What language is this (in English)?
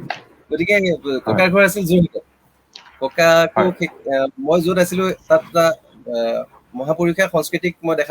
Assamese